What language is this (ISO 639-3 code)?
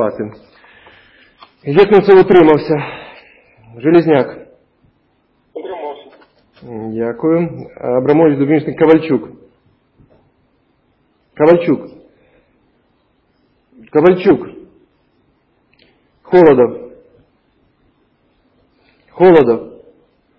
ukr